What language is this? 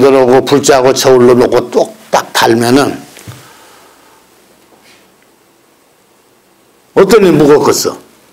Korean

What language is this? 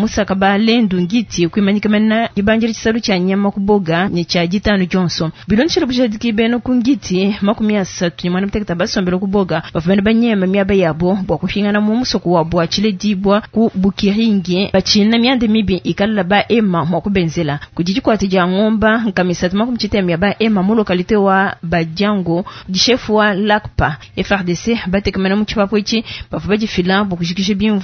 Luba-Lulua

